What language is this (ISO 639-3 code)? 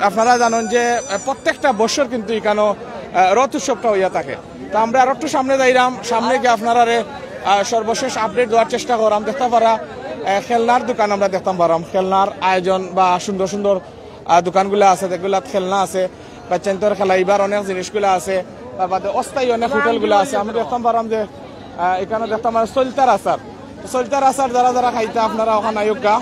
syl